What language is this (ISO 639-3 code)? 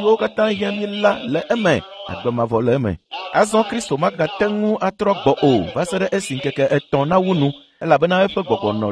ewe